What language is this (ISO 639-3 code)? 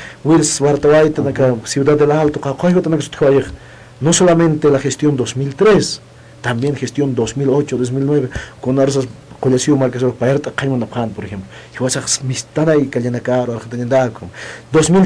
aym